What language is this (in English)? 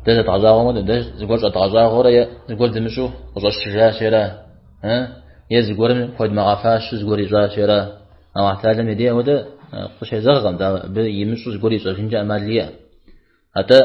Kabardian